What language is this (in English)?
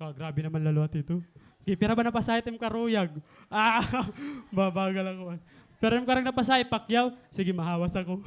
Waray